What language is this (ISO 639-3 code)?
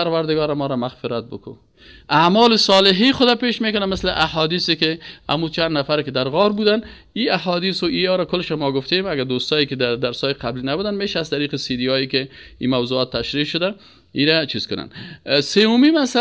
fas